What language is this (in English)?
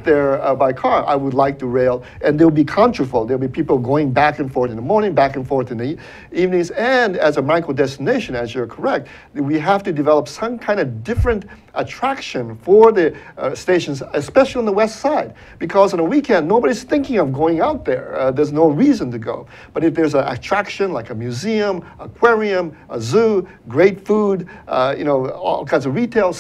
English